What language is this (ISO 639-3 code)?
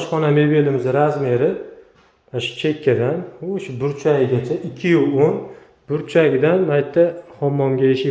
uzb